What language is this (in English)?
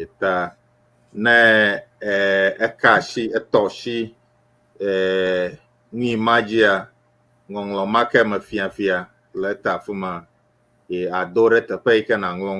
Ewe